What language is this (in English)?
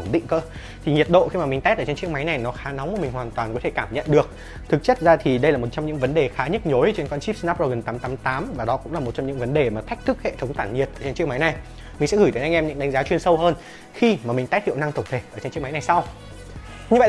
Vietnamese